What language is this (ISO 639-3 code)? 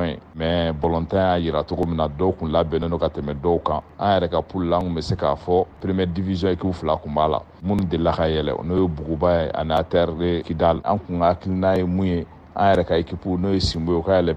bam